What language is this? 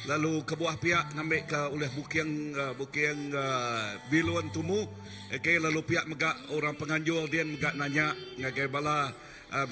Iban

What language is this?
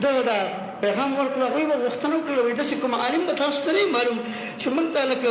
Pashto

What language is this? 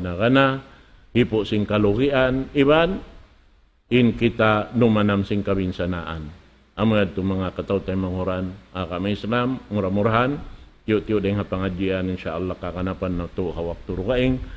Tausug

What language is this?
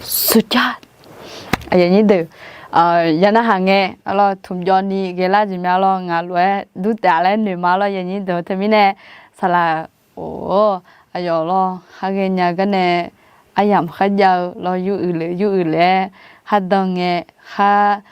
Akha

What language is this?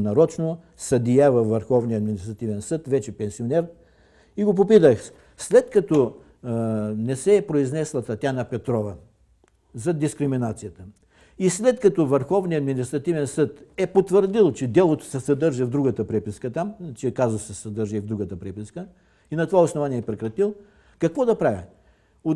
Bulgarian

